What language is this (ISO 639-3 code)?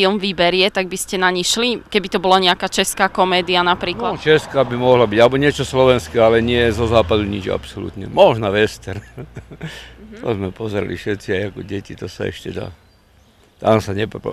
slk